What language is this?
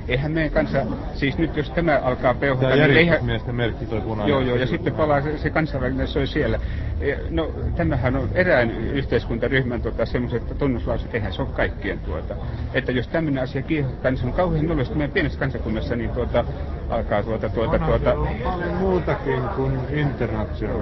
Finnish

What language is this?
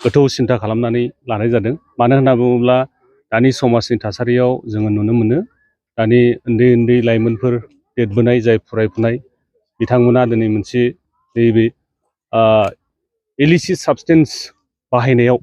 Bodo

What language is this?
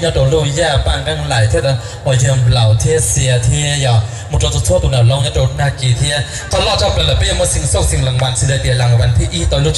Hmong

